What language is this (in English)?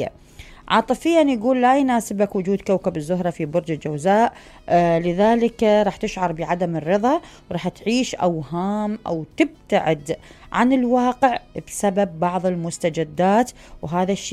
Mesopotamian Arabic